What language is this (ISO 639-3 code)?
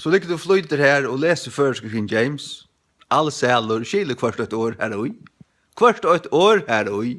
fao